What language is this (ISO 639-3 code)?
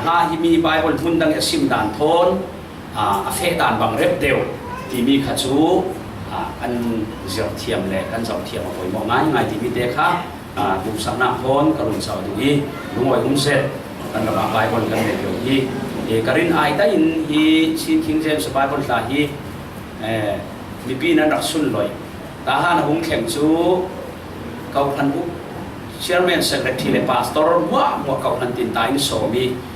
cfm